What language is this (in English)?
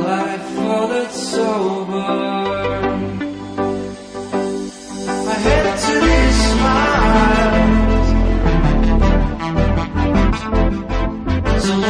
Polish